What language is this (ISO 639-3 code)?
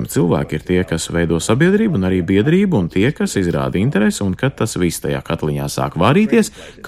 lav